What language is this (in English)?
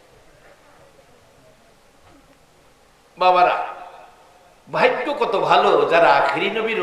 Bangla